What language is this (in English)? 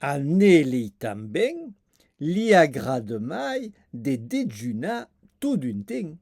Occitan